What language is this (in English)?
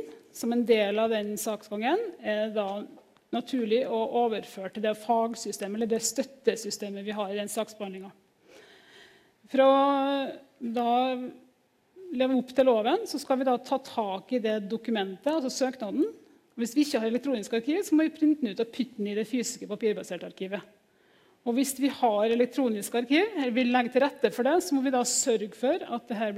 Norwegian